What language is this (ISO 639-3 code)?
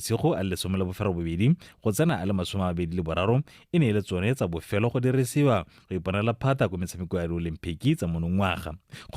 tsn